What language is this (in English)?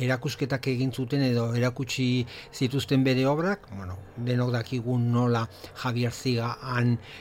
Basque